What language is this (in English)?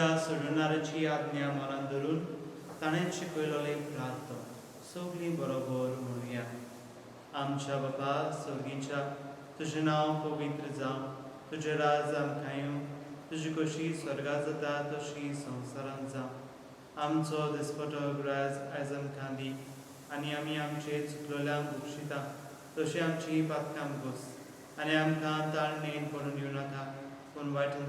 Konkani